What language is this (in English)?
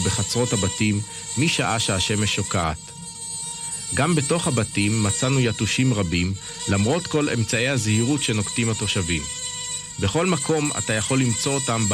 Hebrew